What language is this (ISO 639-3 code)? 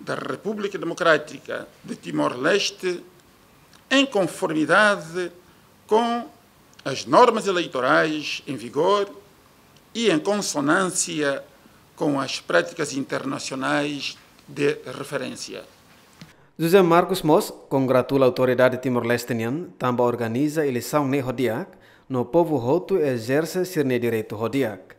tet